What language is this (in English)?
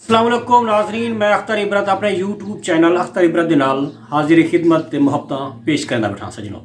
Saraiki